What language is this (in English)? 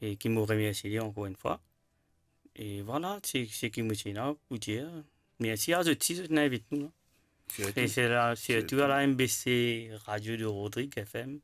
Morisyen